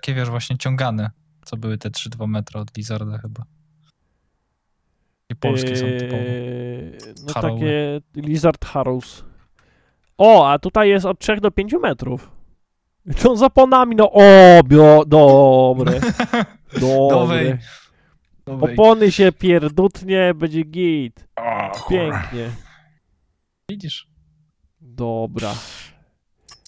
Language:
Polish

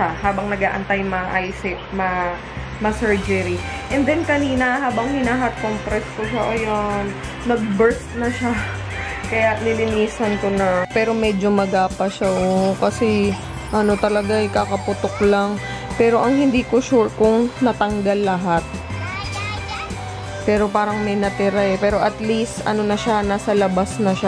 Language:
Filipino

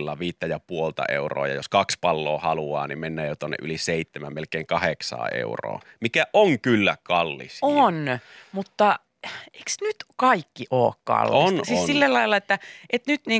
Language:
Finnish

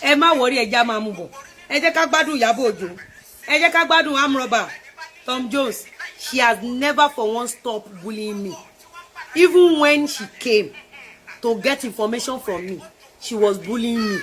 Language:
Yoruba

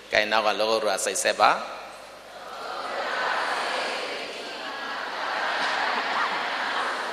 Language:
Burmese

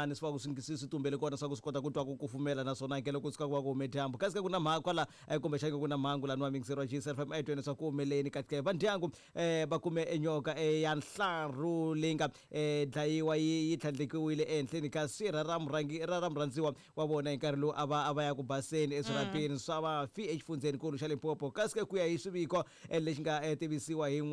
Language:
Tsonga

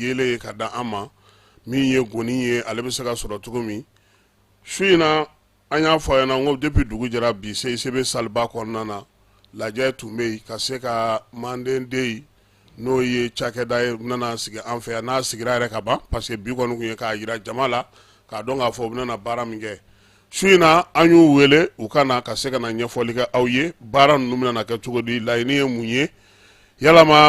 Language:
Bambara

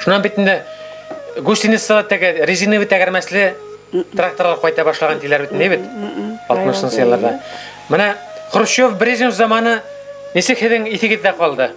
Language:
Bashkir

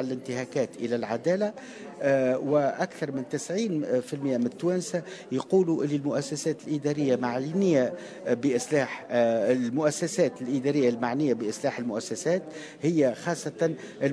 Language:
Tunisian Arabic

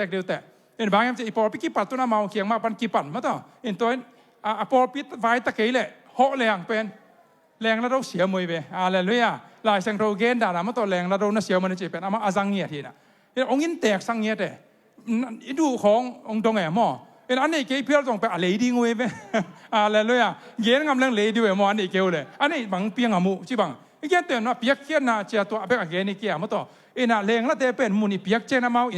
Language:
Tedim Chin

